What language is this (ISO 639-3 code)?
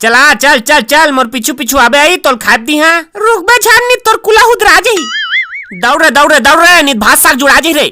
hne